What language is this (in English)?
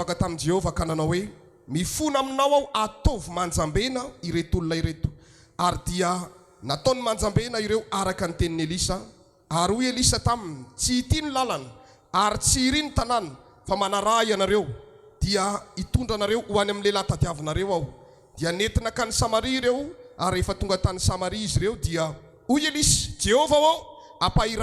Malagasy